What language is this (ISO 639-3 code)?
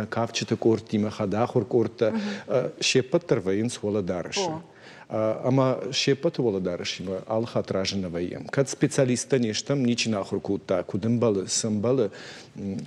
oss